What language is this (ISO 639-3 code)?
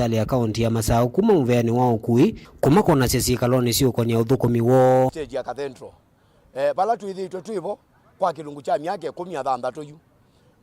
kam